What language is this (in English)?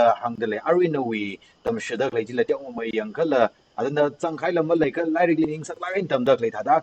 Tangkhul Naga (India)